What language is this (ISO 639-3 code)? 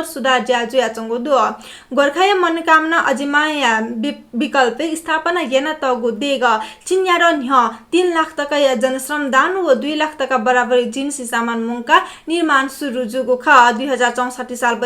new